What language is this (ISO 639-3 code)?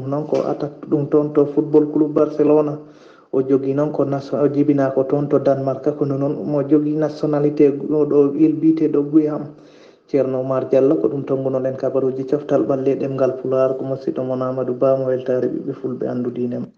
ful